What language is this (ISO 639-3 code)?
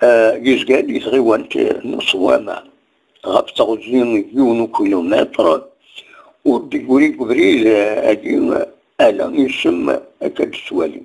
kab